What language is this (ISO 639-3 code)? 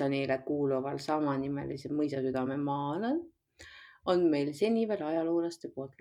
est